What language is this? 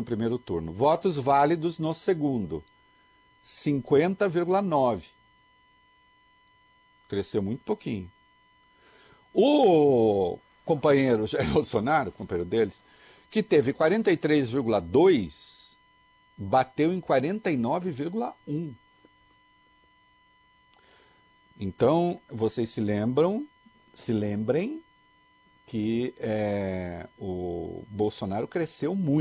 Portuguese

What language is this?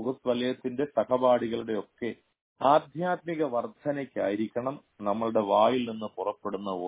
Malayalam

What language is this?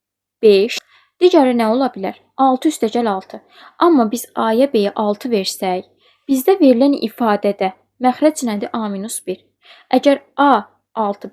Azerbaijani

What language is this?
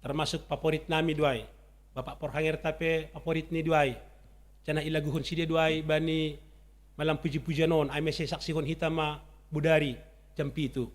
Batak Simalungun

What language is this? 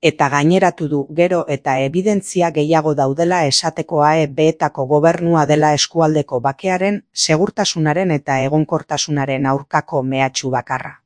Basque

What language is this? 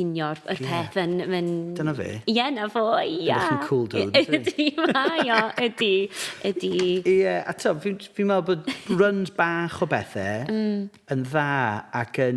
Welsh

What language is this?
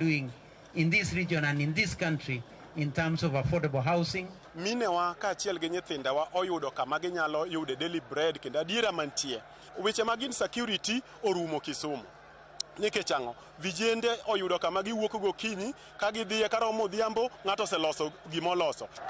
Luo (Kenya and Tanzania)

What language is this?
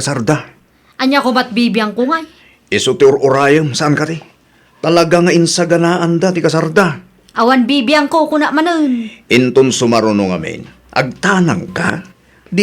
Iloko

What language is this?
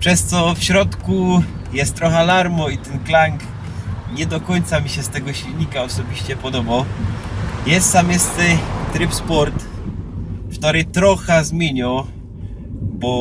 Silesian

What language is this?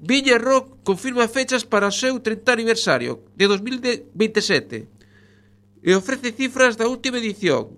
Galician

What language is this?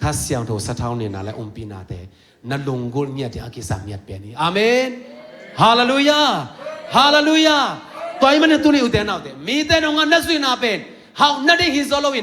Tedim Chin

